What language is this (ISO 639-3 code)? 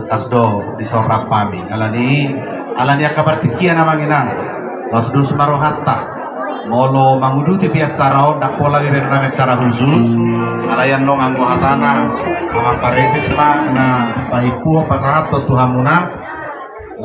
bbc